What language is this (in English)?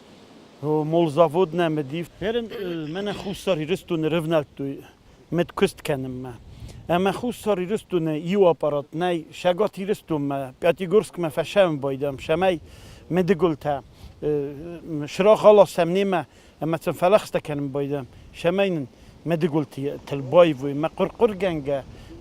Ossetic